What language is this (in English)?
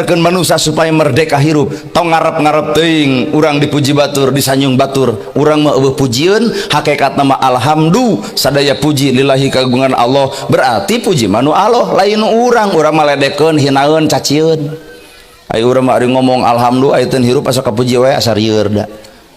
Sundanese